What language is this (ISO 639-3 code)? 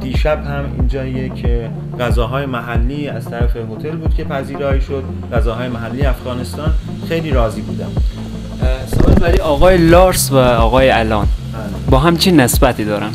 fas